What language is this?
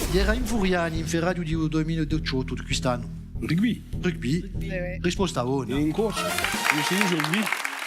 Corsican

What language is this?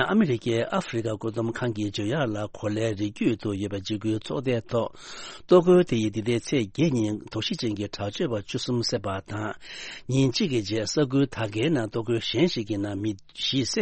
Tibetan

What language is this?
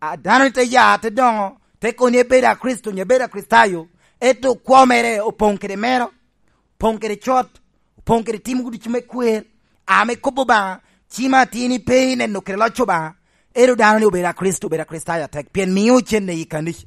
Lango (Uganda)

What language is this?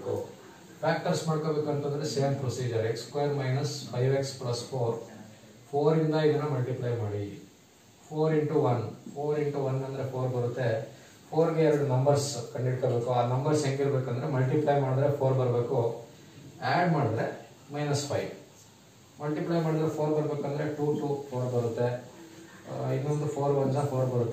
Kannada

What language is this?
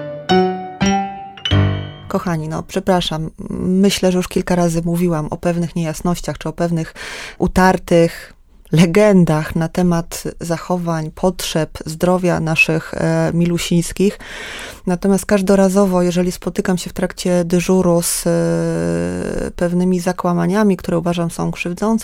Polish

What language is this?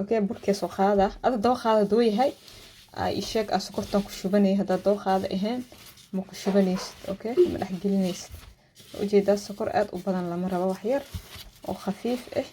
Somali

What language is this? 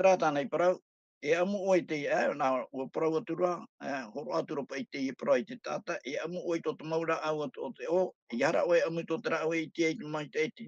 Tahitian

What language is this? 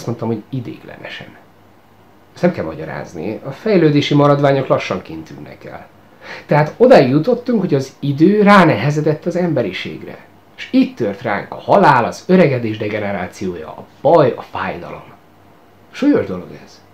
Hungarian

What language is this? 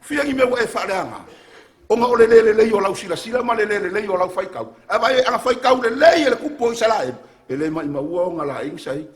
Samoan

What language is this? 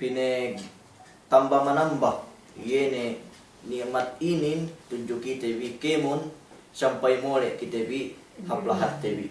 Yakan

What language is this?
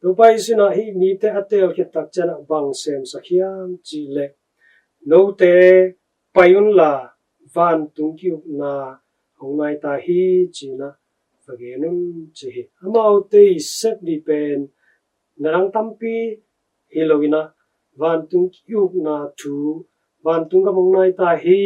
Tedim Chin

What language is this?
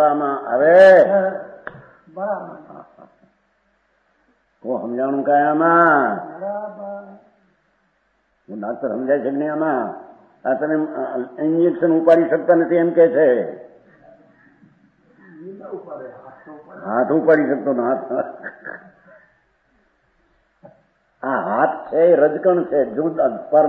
Gujarati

